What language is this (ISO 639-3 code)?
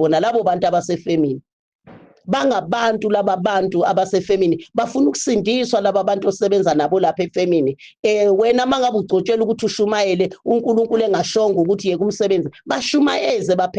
zul